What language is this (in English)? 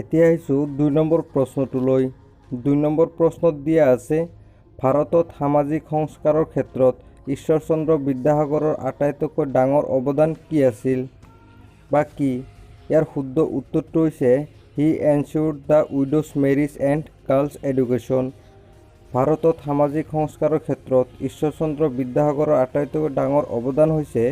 Assamese